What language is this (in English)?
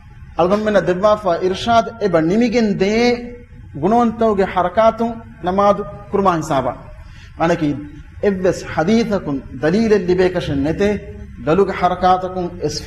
Divehi